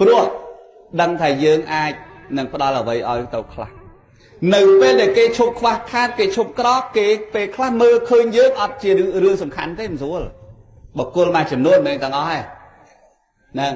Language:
Khmer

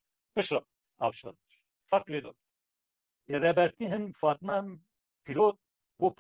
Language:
Kurdish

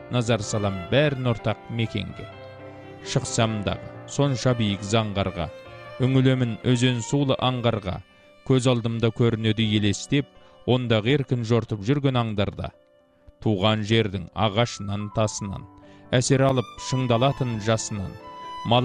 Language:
Kazakh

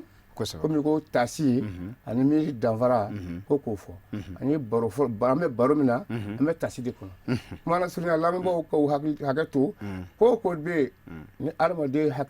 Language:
Bambara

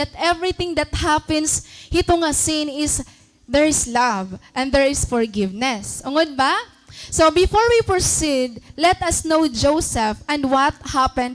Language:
Waray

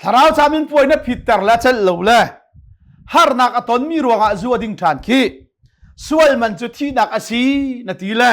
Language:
Hakha Chin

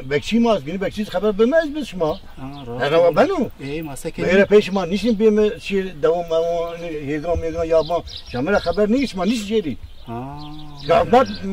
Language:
Zaza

